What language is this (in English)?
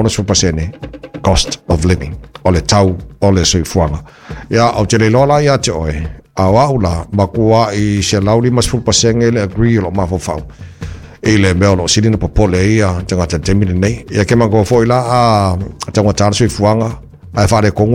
Samoan